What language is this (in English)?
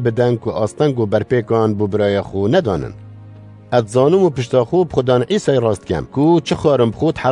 Kurdish